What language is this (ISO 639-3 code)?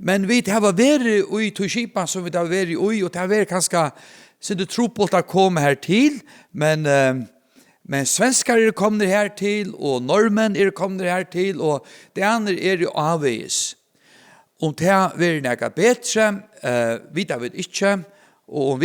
fao